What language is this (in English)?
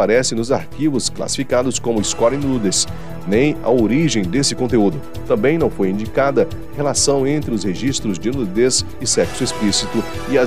Portuguese